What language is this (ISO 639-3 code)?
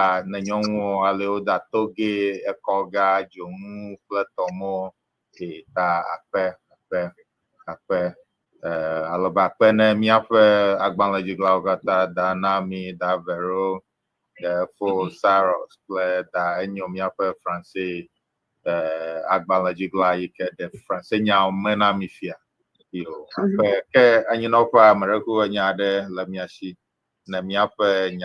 ewe